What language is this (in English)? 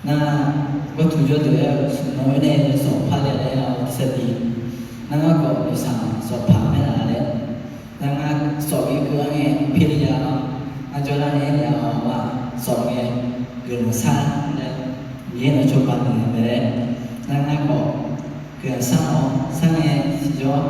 Akha